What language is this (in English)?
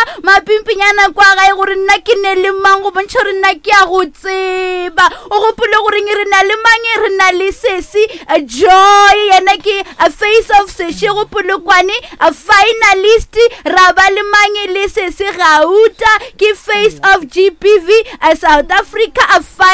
Northern Sotho